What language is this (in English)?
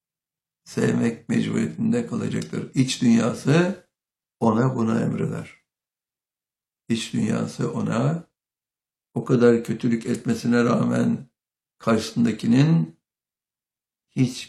Turkish